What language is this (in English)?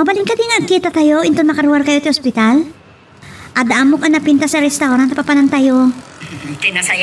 Iloko